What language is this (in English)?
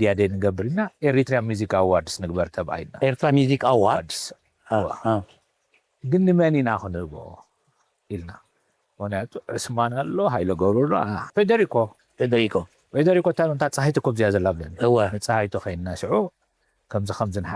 Tigrinya